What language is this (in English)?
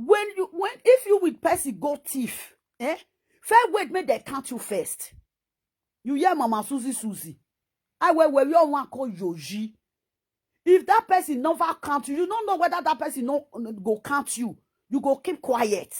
Nigerian Pidgin